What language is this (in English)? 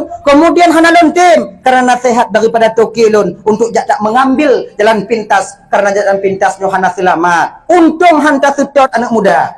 Achinese